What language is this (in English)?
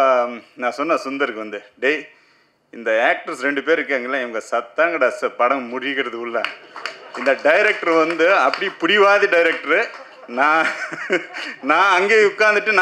Tamil